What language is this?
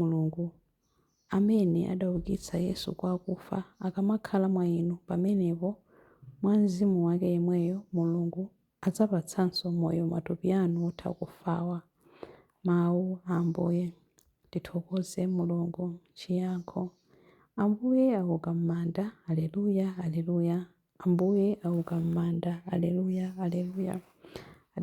Nyanja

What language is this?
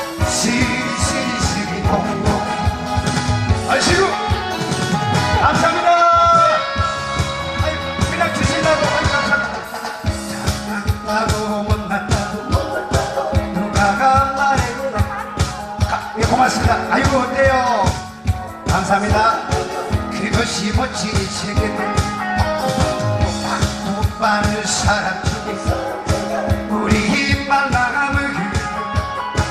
Korean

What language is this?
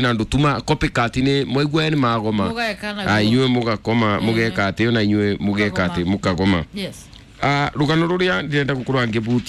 Kikuyu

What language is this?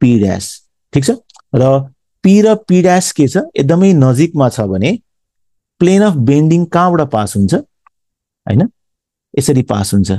Nepali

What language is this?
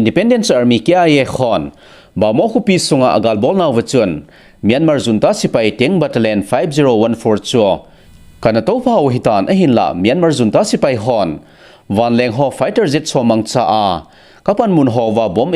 Thado Chin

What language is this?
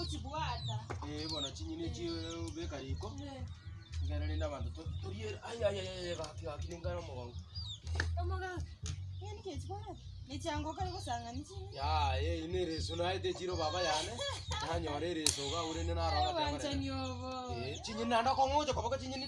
Gusii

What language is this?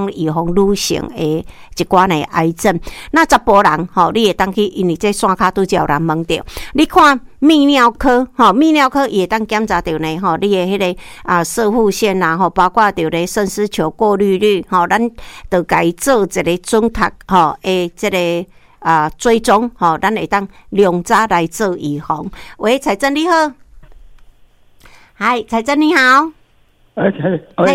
Min Nan Chinese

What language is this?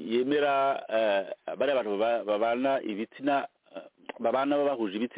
Kinyarwanda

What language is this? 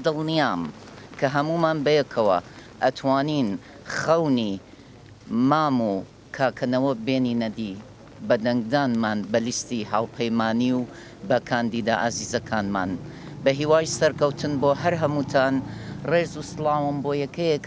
Central Kurdish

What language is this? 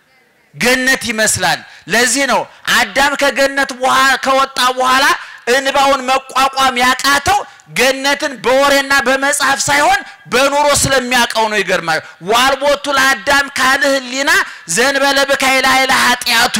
Amharic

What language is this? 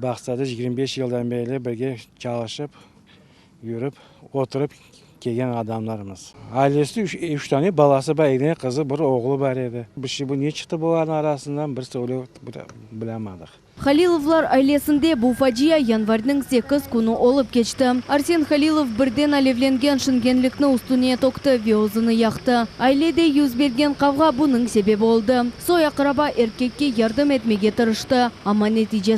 Crimean Tatar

